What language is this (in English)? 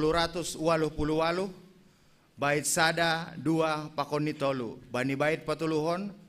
Batak Simalungun